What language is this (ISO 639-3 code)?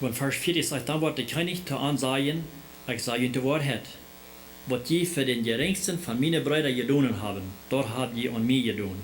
pdt